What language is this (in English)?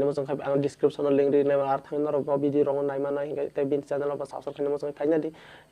Kok Borok